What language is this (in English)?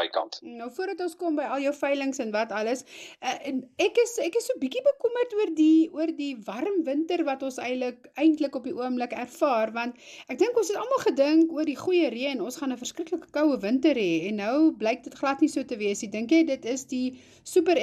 Afrikaans